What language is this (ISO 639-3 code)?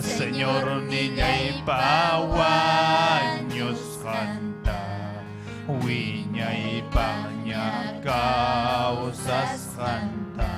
quy